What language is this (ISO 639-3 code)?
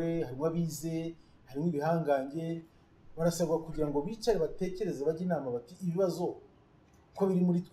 kin